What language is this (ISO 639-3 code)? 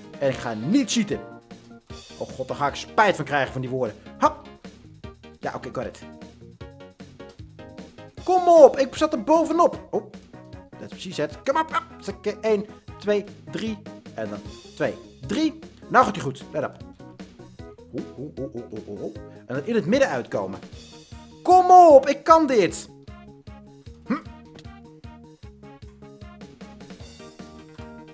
nld